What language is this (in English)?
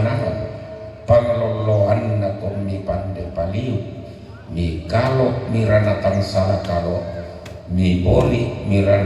Toraja-Sa'dan